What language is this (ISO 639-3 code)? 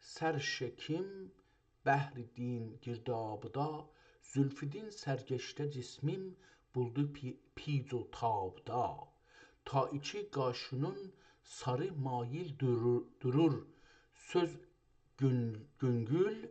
azb